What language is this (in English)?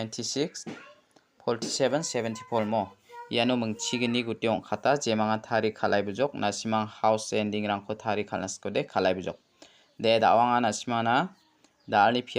Garo